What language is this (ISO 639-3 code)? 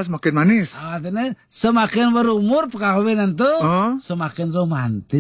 ban